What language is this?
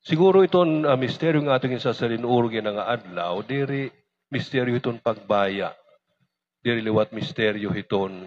Waray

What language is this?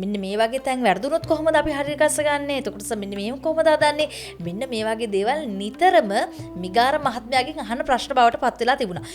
Sinhala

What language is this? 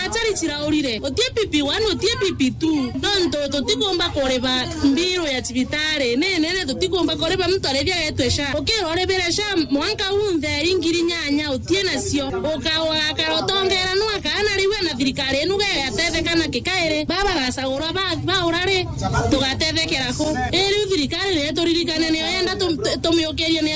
Meru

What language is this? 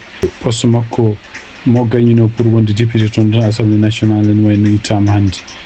Fula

